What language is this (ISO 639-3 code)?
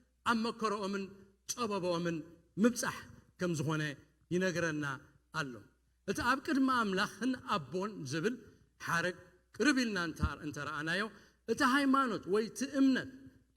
tir